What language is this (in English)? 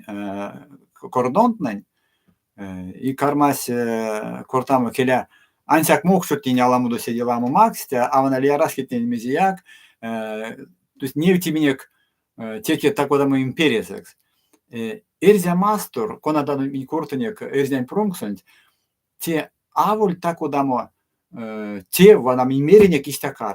Erzya